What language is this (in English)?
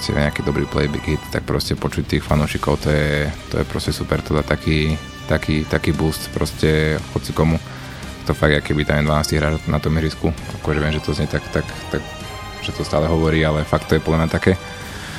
Slovak